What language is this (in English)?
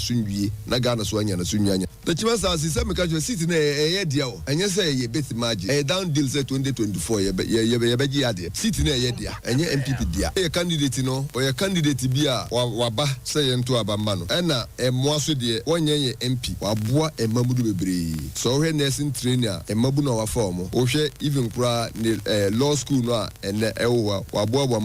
Akan